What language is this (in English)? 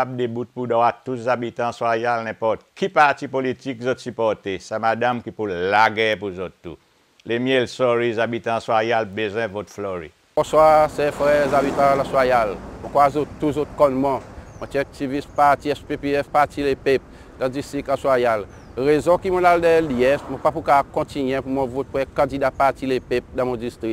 Seselwa Creole French